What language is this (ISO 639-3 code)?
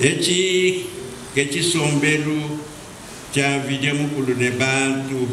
lua